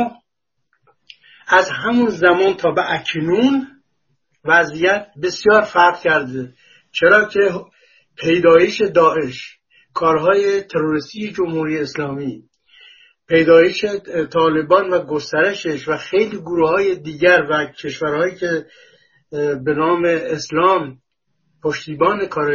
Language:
Persian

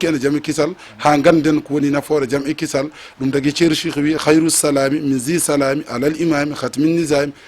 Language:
Fula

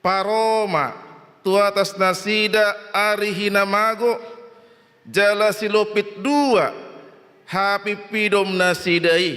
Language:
Batak Toba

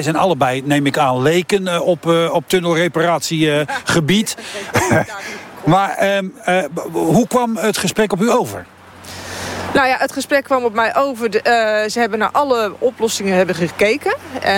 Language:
Dutch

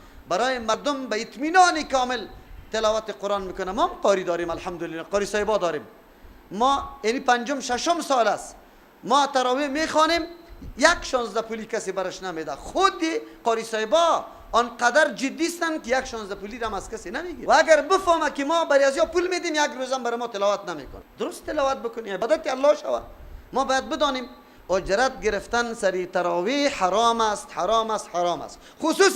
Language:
Persian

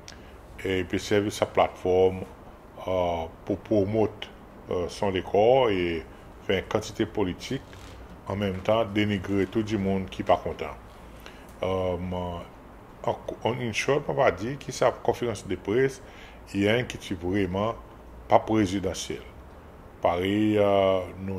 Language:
Seselwa Creole French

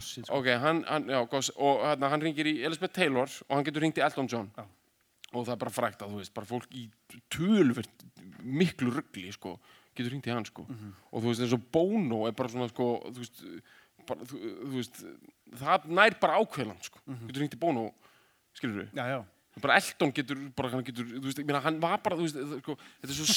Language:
Icelandic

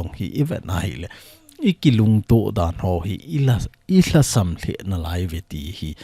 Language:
Thado Chin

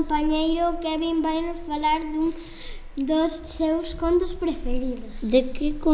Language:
Galician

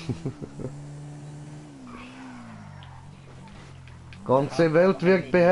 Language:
Swiss German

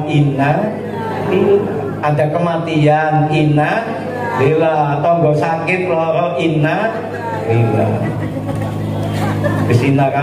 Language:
Javanese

